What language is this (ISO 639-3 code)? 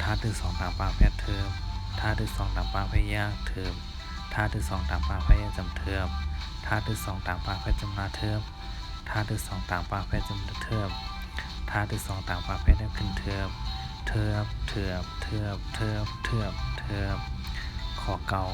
shn